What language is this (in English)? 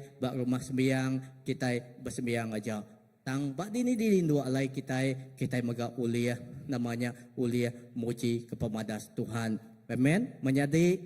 Iban